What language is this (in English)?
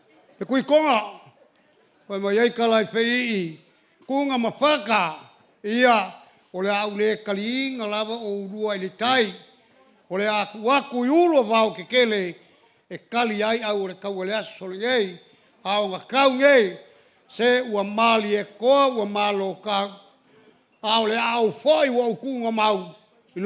Samoan